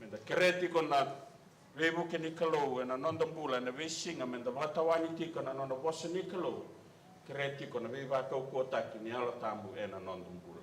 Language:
Fijian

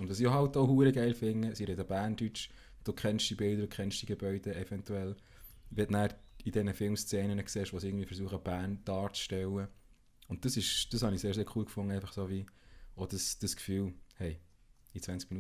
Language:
Swiss German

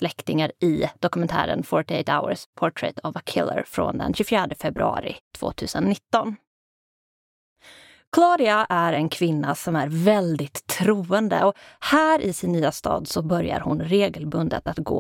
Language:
Swedish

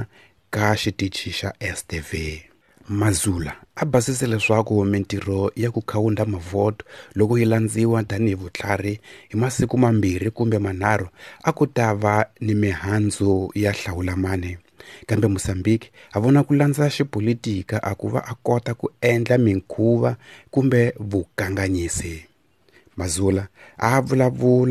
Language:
Tsonga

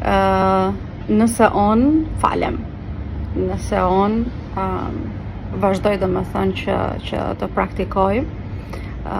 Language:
Albanian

